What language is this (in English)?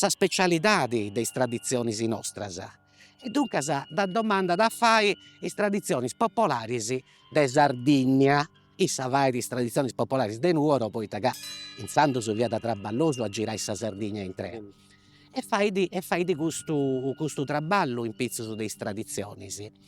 Sardinian